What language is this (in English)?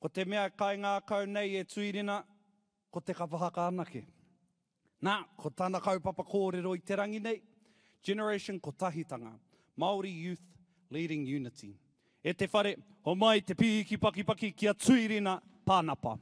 Māori